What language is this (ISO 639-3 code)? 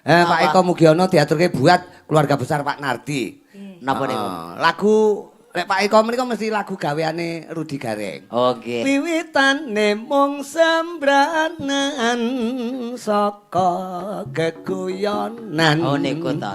jav